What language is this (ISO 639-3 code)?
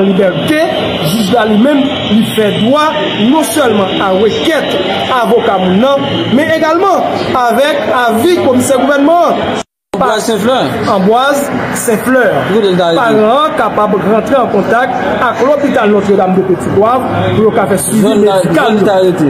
hat